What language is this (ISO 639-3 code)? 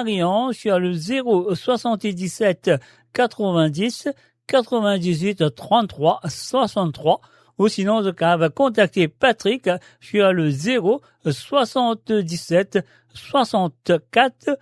mfe